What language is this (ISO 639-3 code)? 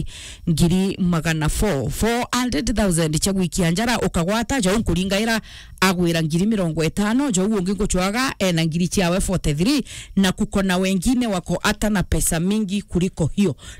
mer